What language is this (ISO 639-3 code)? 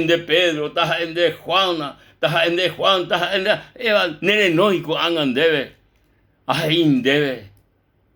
grn